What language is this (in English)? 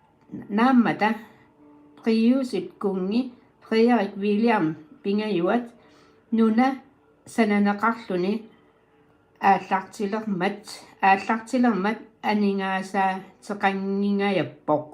Kalaallisut